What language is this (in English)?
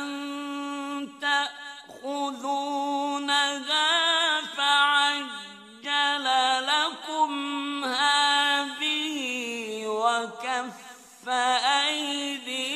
Arabic